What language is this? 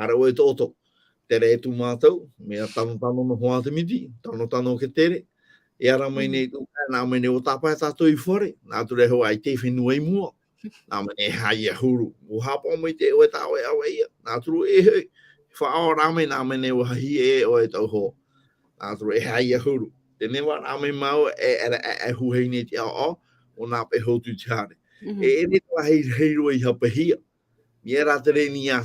Tahitian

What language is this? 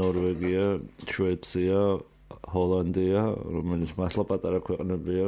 Georgian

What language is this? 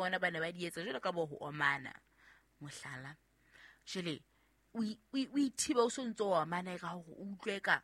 Southern Sotho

